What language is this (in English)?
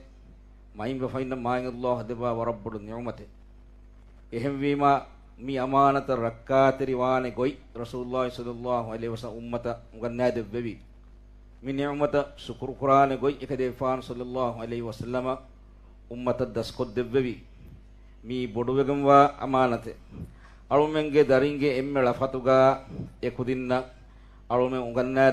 Divehi